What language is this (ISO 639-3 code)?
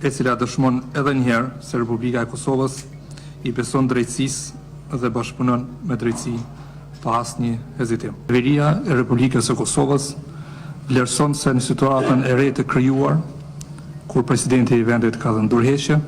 sqi